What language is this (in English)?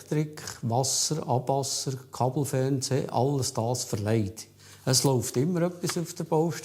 Swiss German